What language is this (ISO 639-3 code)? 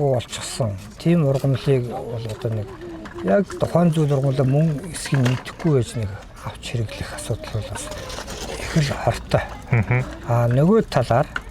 mon